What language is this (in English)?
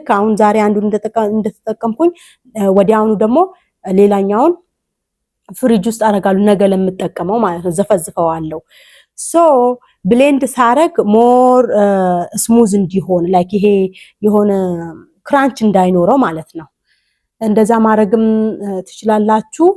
Amharic